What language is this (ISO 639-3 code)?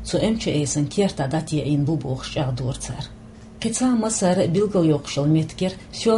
che